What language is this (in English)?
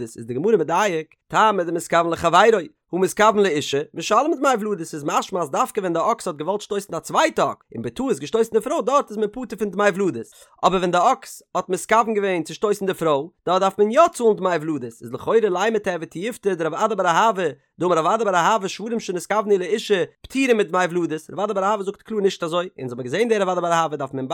Yiddish